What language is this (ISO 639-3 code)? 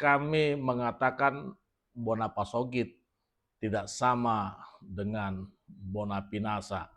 bbc